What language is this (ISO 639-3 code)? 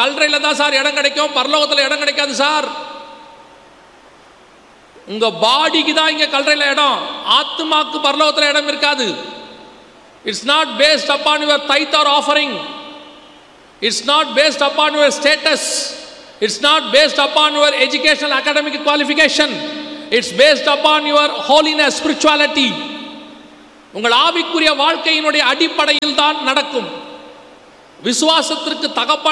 tam